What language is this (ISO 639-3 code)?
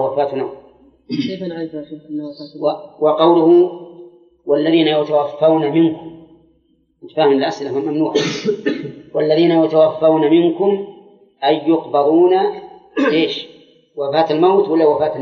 ara